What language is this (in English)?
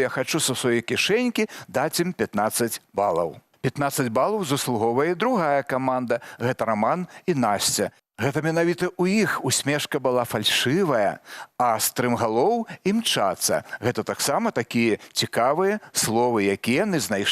Belarusian